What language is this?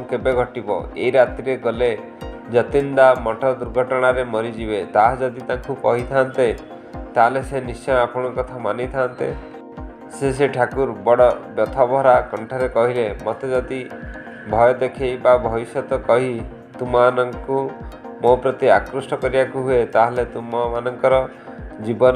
Odia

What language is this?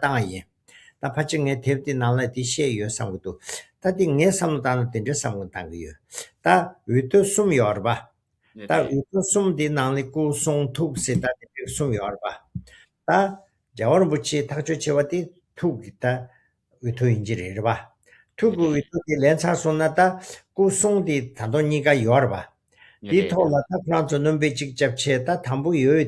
Tibetan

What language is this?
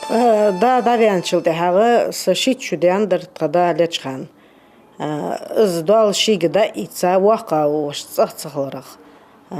Ingush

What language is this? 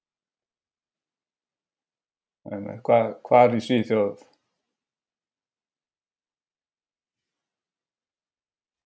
Icelandic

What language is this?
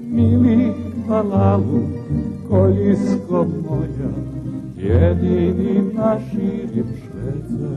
Rusyn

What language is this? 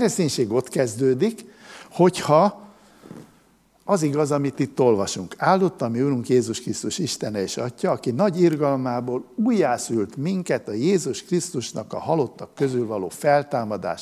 Hungarian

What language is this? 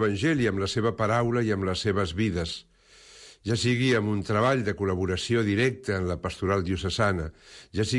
Catalan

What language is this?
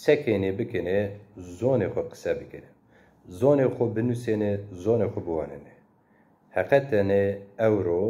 Zaza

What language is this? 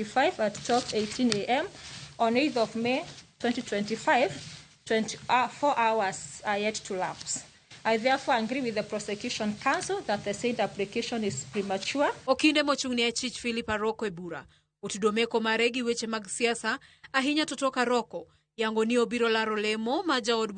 Luo (Kenya and Tanzania)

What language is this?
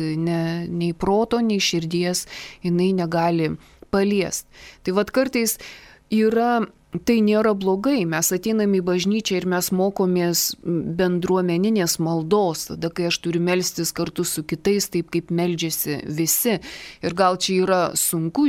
Lithuanian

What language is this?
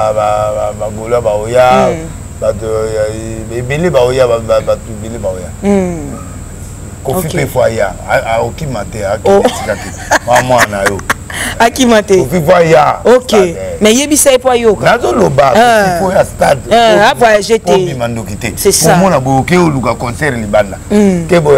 Lingala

